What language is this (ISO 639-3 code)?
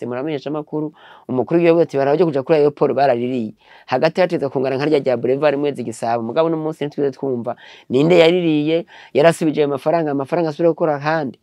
run